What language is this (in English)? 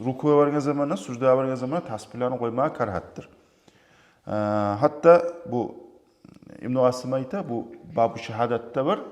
Kumyk